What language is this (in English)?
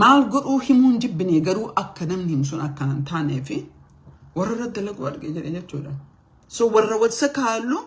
Oromo